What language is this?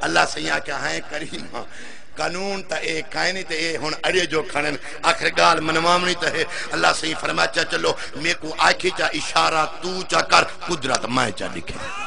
Saraiki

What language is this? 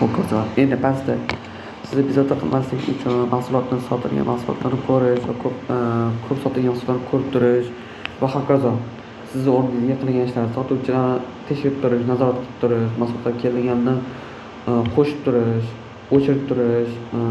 Uzbek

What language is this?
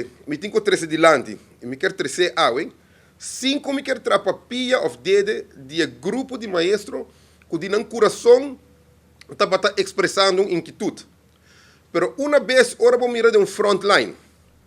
Papiamento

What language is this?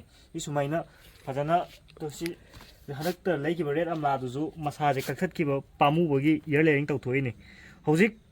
Manipuri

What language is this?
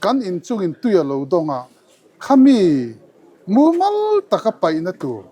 Mizo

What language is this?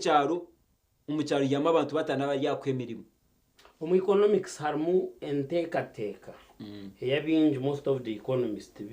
Nyankole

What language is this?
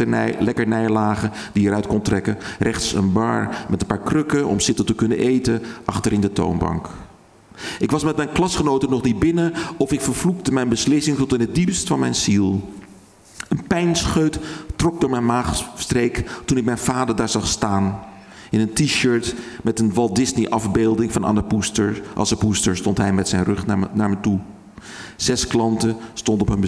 Dutch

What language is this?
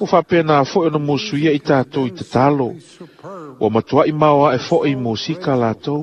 Samoan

